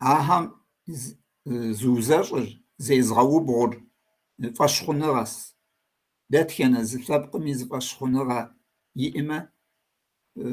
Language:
Kabardian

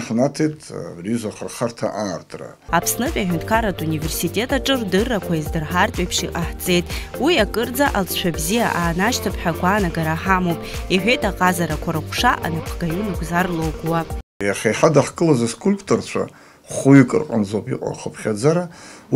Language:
Abkhazian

